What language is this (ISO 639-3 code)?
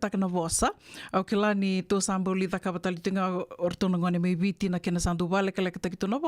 fij